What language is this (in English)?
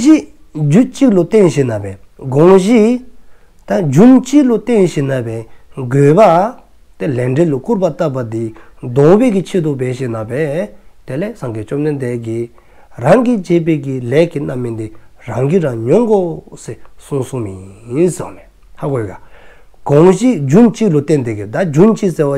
Dzongkha